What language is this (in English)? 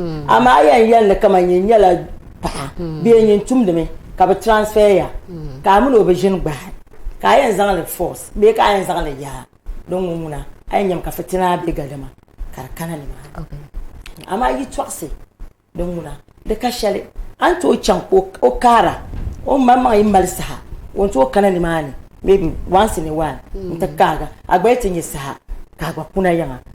Dagbani